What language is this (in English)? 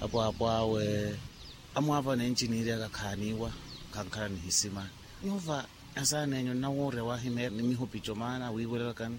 Makhuwa